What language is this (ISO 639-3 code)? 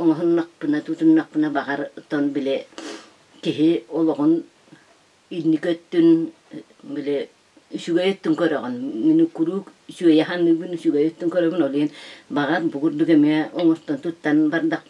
sah